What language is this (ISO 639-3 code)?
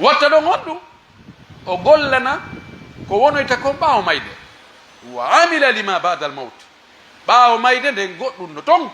fuf